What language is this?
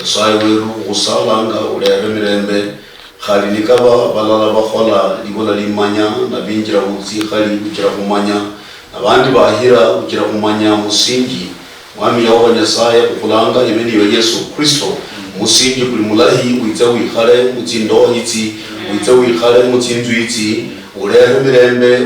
Luyia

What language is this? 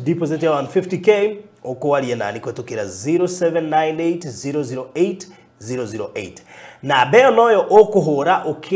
Kikuyu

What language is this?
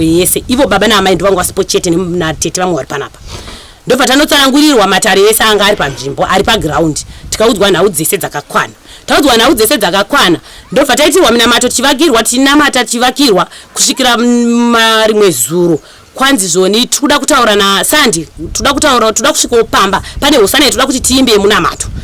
Shona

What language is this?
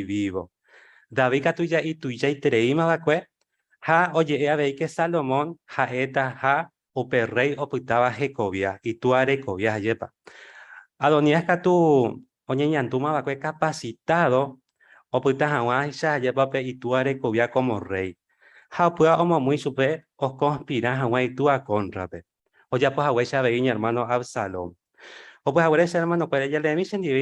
Guarani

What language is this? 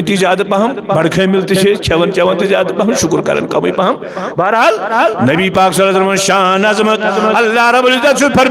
Kashmiri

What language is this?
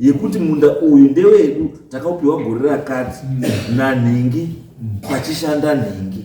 Shona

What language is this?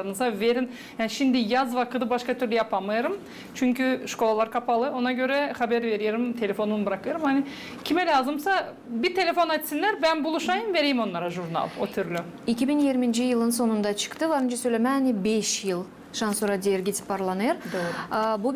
Gagauz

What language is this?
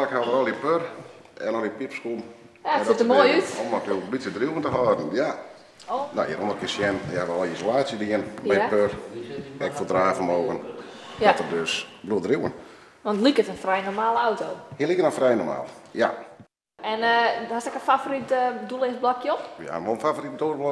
Western Frisian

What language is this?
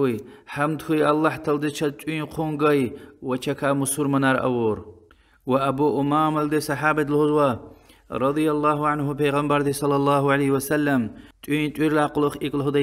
Lezghian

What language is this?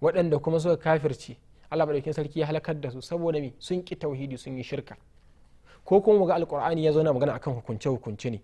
Hausa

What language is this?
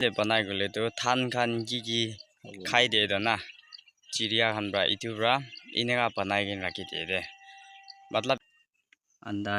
Naga Pidgin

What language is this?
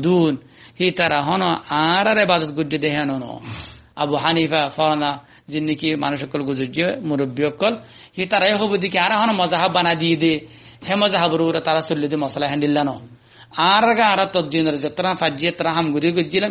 Rohingya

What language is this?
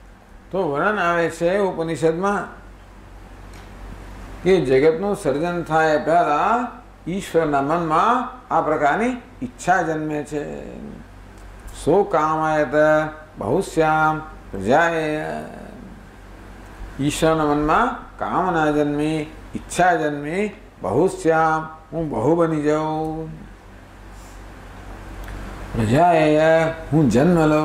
Gujarati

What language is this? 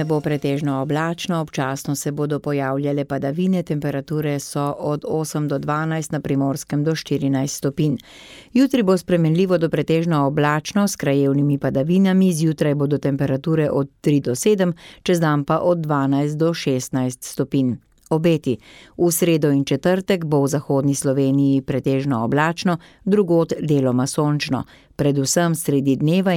Slovenian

